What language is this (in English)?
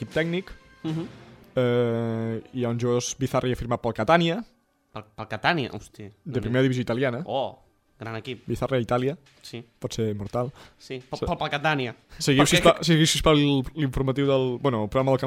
Catalan